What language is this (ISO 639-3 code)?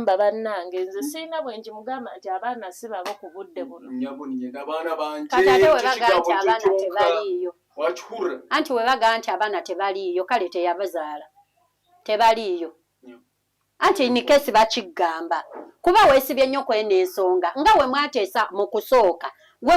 lug